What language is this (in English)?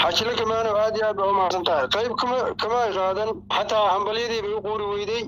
Somali